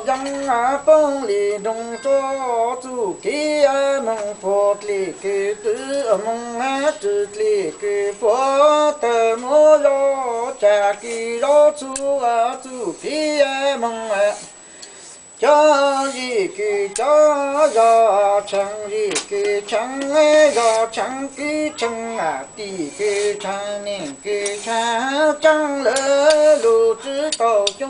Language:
Hmong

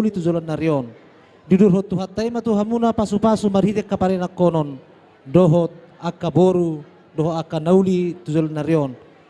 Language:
Batak Toba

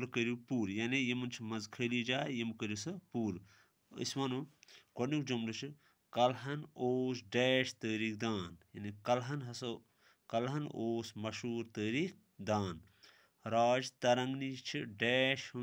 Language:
Kashmiri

